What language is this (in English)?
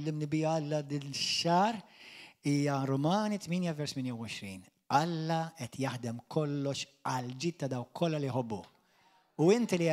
Maltese